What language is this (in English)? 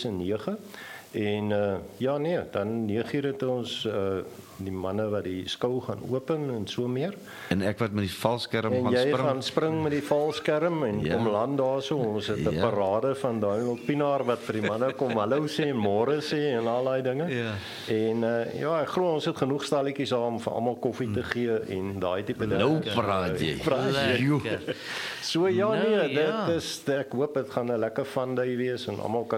Afrikaans